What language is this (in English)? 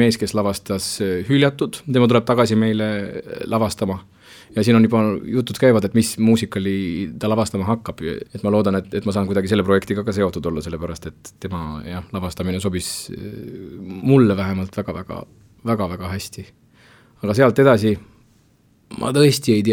Estonian